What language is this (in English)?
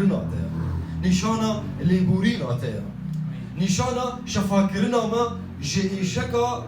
Kurdish